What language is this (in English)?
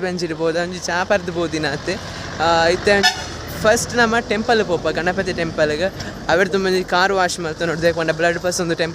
Tulu